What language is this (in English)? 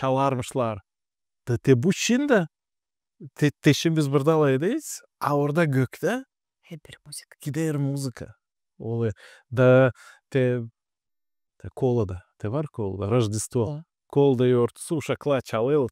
Gagauz